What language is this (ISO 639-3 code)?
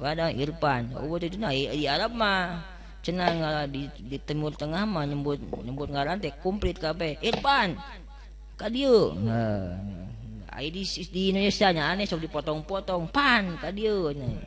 sun